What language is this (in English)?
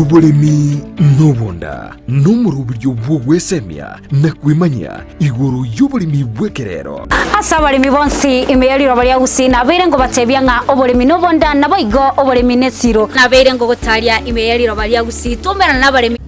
Gusii